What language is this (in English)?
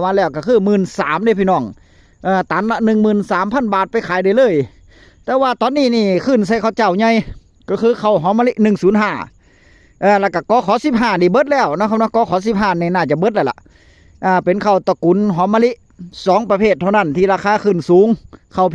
Northeastern Thai